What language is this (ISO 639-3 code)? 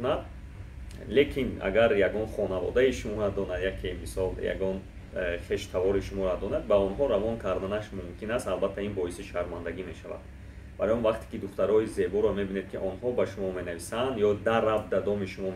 tgk